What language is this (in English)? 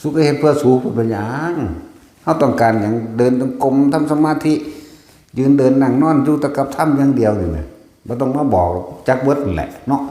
Northeastern Thai